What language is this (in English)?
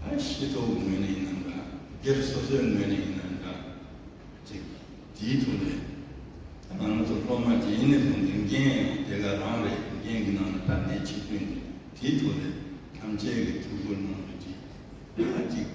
Tibetan